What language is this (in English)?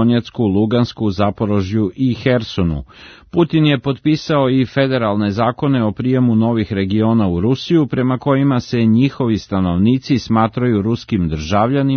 Serbian